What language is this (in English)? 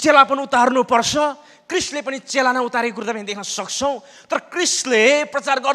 Nepali